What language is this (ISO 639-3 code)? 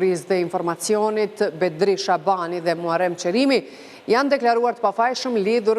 sqi